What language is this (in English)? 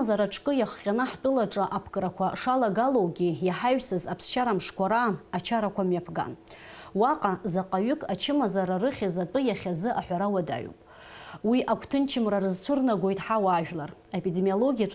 Abkhazian